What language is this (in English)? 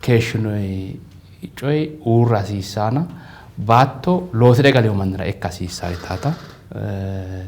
Sidamo